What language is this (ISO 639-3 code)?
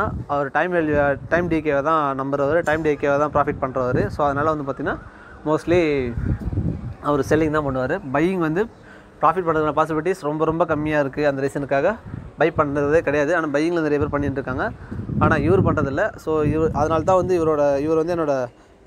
tam